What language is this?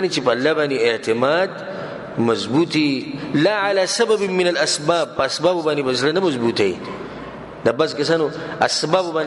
Pashto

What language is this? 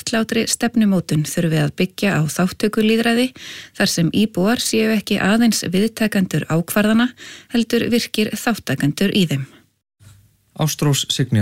Icelandic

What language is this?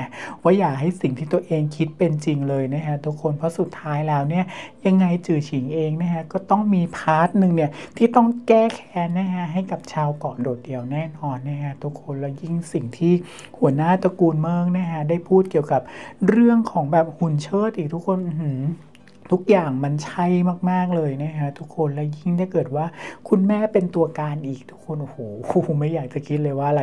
Thai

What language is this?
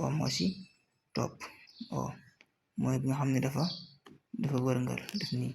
Wolof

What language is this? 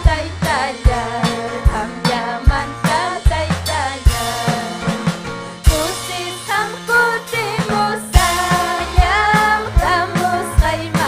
Ayacucho Quechua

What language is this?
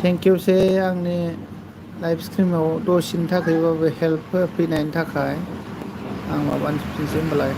Bodo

